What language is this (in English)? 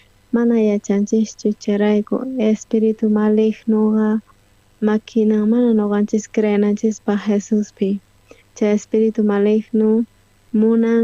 South Bolivian Quechua